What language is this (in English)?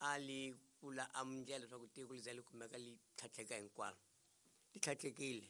Tsonga